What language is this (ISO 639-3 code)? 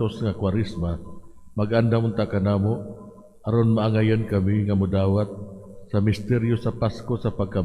ceb